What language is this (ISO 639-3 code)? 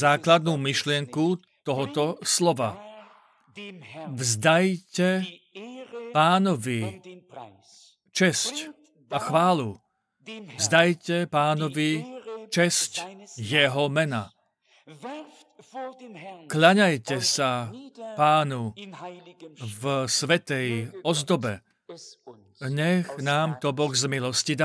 slk